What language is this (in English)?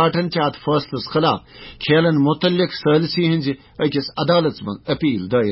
Kashmiri